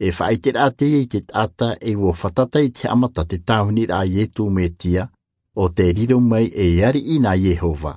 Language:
Tahitian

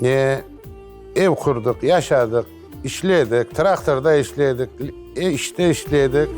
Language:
Crimean Tatar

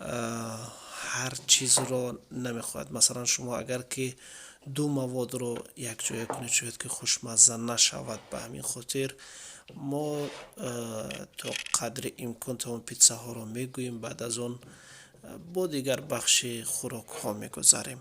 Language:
Tajik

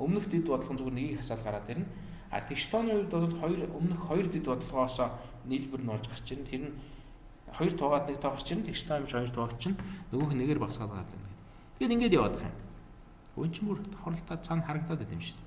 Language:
Mongolian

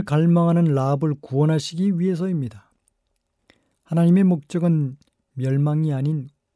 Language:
Korean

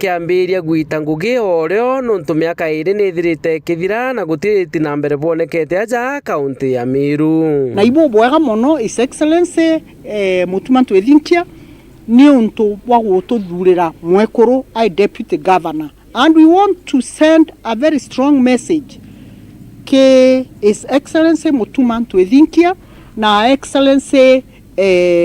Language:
Meru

